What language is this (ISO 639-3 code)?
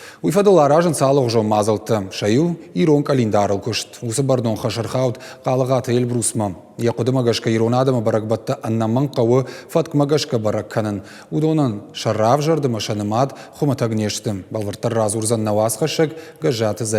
oss